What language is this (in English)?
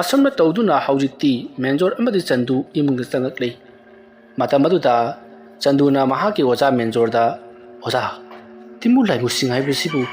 Manipuri